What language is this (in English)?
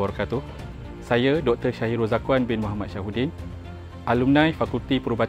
Malay